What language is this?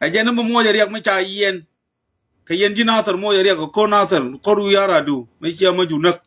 Nuer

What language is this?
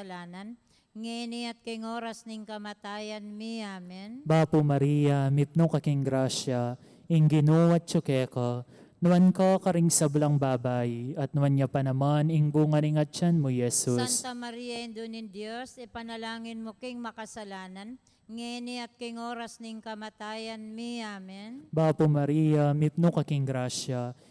Pampanga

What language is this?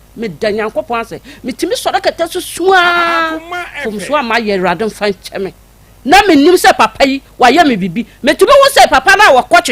Akan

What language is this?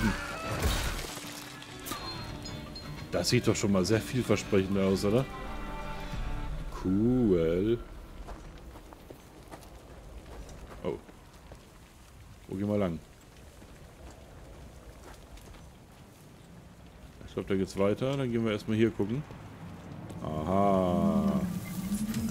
German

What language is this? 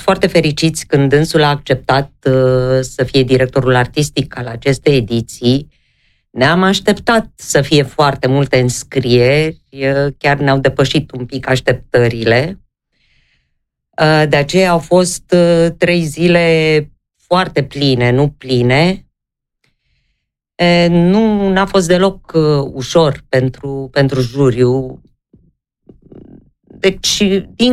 Romanian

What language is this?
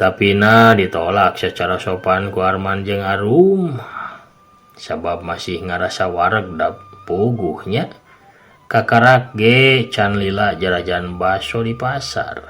Sundanese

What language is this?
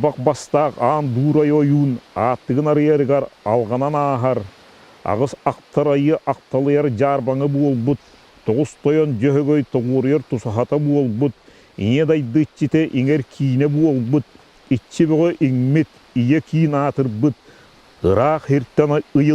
Yakut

